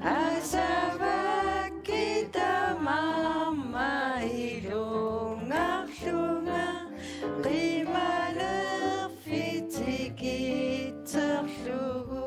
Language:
Kalaallisut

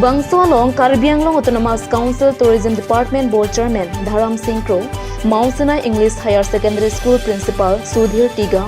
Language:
Karbi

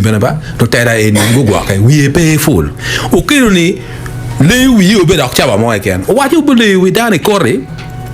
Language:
Acoli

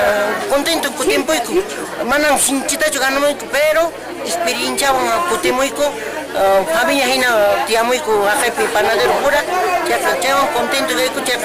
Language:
Quechua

